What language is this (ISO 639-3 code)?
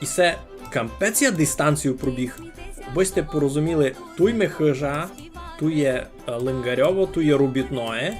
rue